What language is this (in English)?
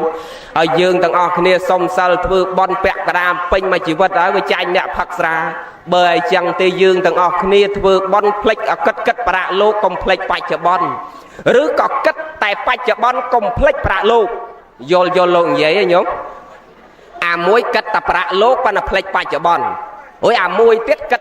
Khmer